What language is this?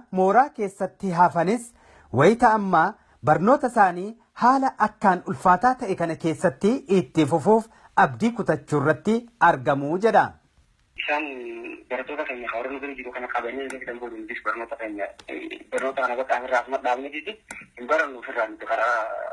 Oromo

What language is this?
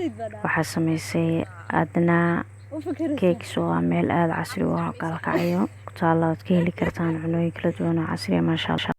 Somali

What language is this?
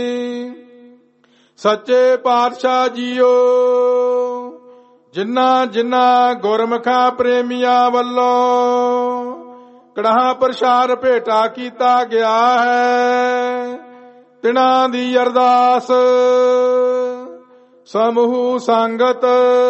Punjabi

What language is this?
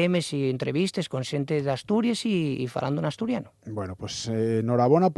Asturian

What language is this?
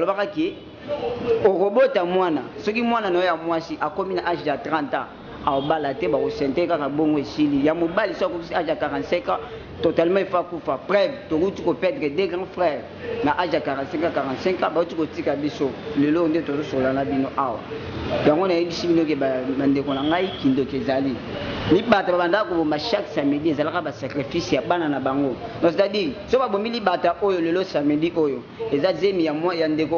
Lingala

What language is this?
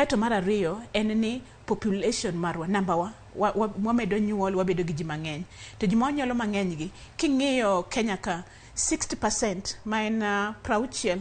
Luo (Kenya and Tanzania)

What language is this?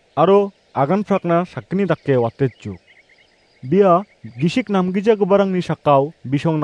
Garo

